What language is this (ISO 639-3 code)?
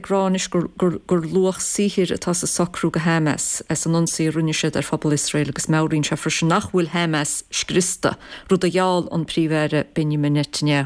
gle